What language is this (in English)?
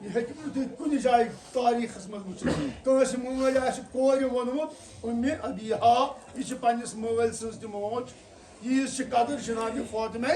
Kashmiri